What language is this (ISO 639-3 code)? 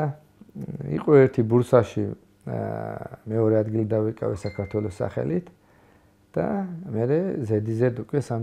kat